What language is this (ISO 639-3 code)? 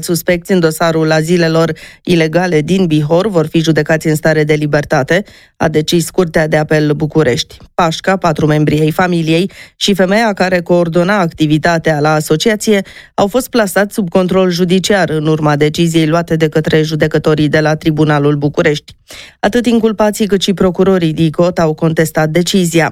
ron